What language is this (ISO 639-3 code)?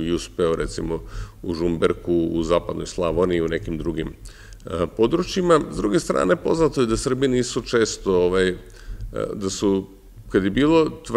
srp